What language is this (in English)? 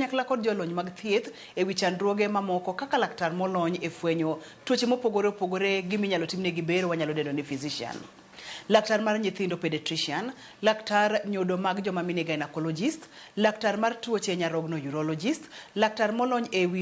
Luo (Kenya and Tanzania)